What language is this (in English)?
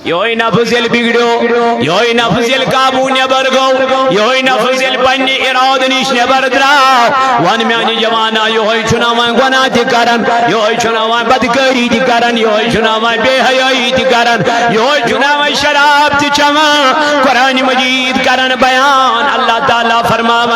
Kashmiri